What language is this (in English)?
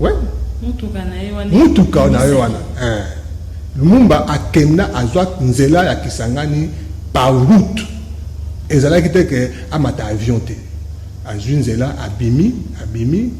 Lingala